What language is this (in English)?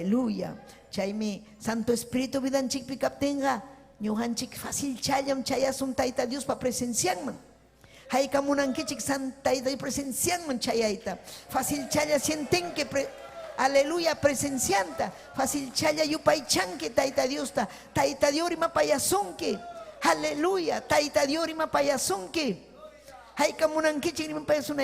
Ayacucho Quechua